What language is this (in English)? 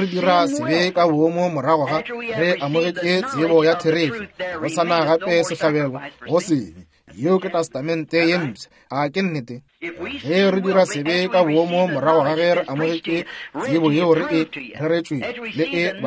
Northern Sotho